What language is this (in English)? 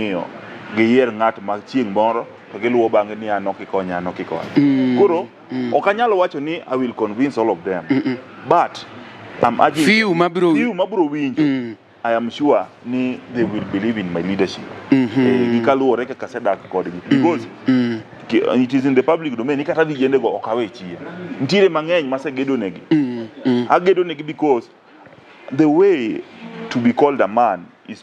Luo (Kenya and Tanzania)